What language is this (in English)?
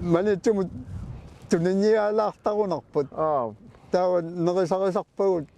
Kalaallisut